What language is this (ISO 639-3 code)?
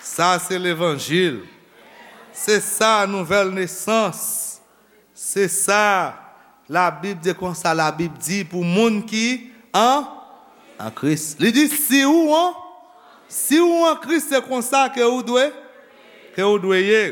hat